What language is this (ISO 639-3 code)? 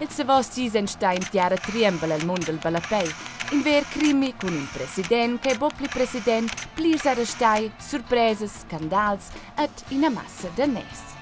roh